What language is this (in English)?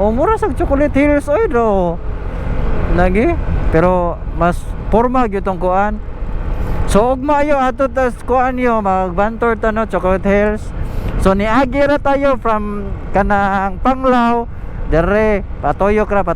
Cebuano